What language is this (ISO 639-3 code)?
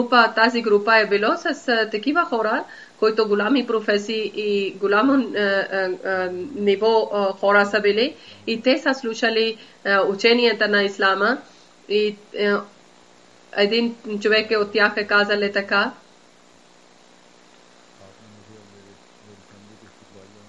bul